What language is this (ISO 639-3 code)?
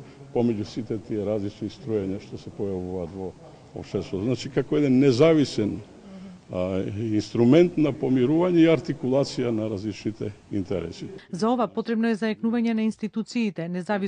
mkd